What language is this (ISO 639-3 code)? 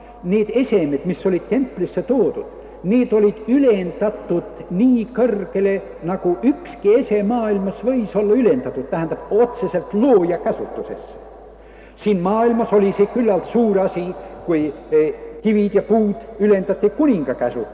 est